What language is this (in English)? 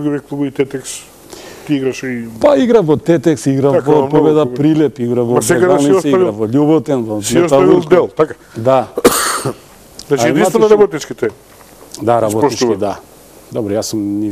Macedonian